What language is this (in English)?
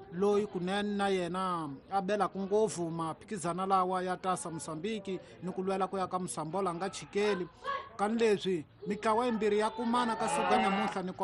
Tsonga